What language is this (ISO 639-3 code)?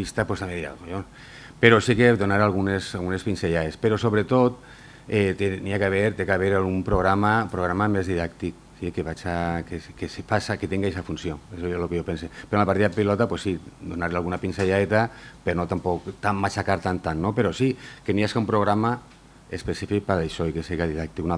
cat